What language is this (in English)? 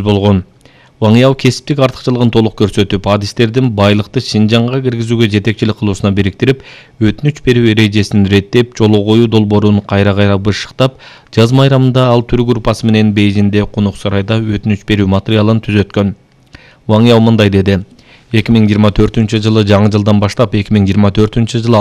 Kyrgyz